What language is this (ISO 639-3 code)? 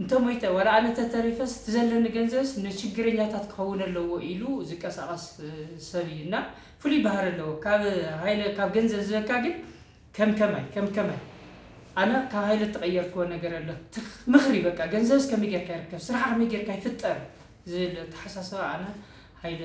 tir